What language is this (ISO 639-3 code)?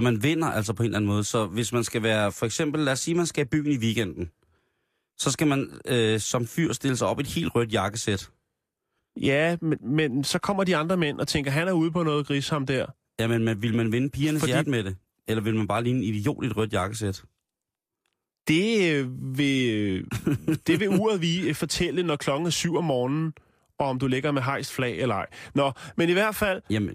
dan